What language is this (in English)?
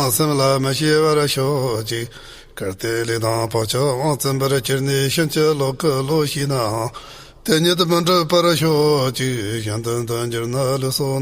Tibetan